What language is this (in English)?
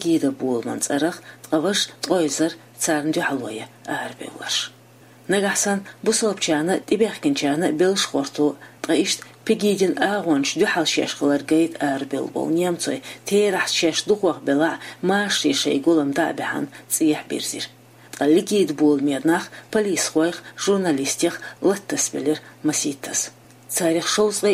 Chechen